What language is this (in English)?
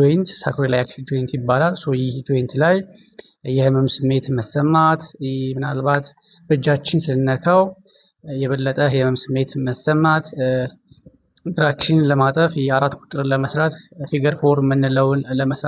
Amharic